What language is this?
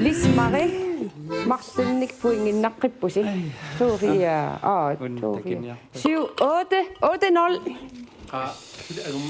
Kalaallisut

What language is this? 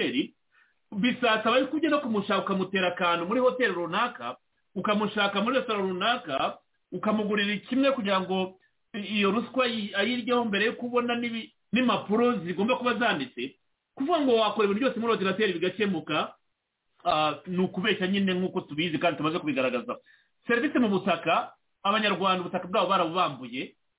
Kinyarwanda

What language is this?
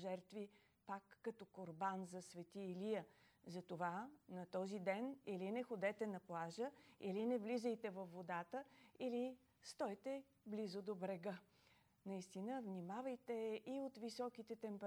Bulgarian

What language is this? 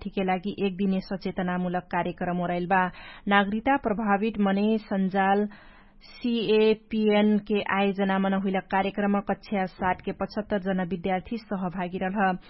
Dangaura Tharu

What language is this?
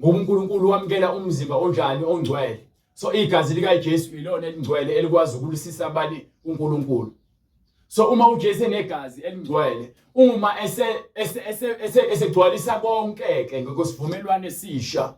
Zulu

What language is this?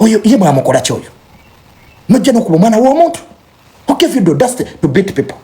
Ganda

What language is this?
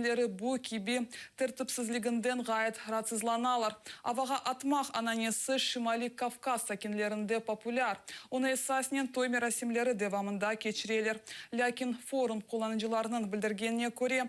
Crimean Tatar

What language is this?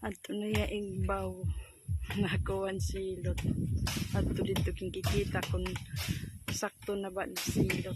Waray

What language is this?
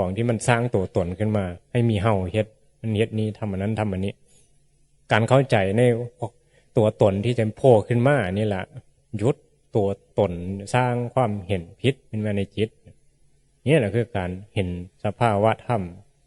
Northeastern Thai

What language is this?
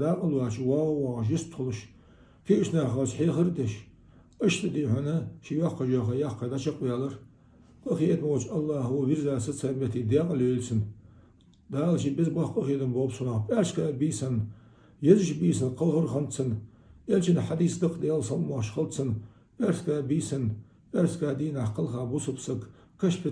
Ingush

